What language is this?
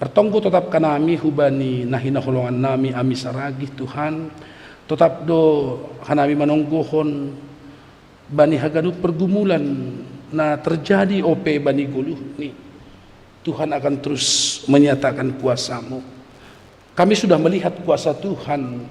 Batak Simalungun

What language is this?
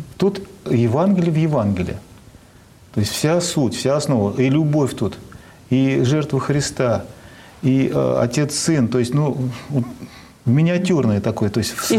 Russian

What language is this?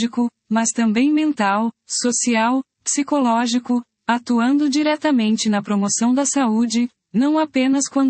Portuguese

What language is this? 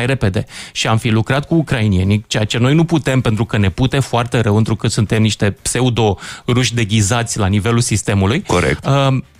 Romanian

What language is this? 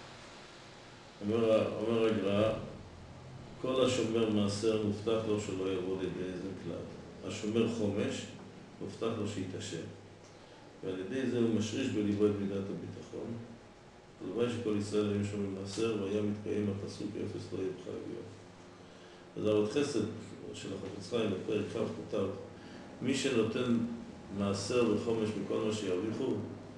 Hebrew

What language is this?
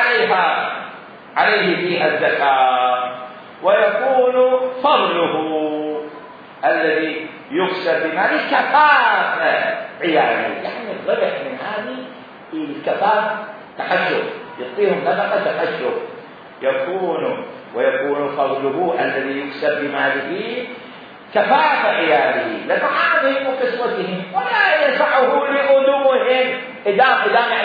Mesopotamian Arabic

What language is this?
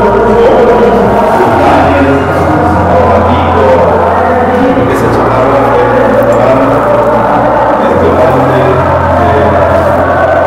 Spanish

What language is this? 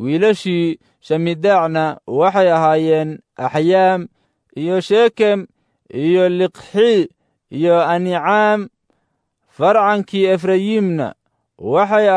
Somali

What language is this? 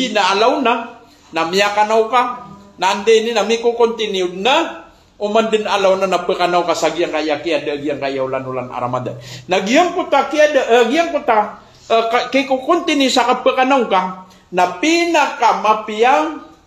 Maranao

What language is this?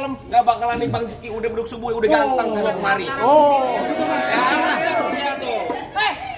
Betawi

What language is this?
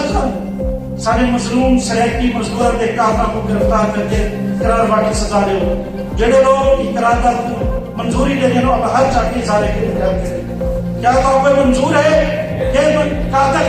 Saraiki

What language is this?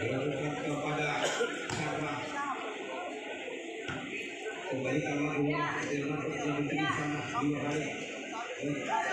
Indonesian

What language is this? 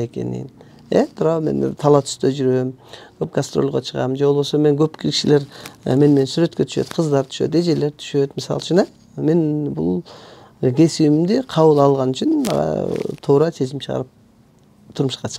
Kyrgyz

